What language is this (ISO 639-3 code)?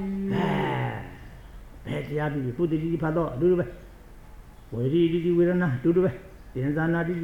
mya